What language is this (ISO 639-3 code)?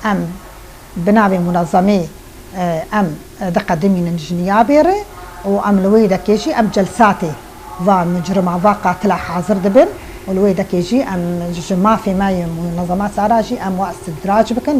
kur